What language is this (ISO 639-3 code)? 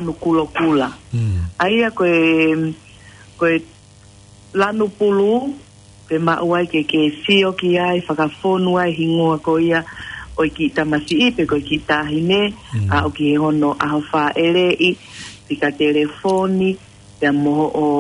ton